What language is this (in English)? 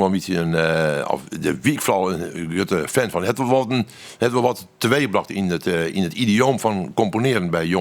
Western Frisian